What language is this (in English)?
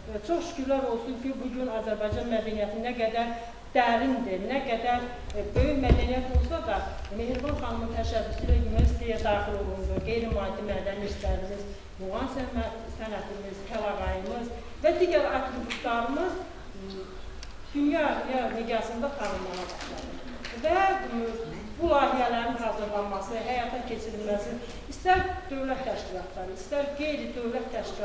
Azerbaijani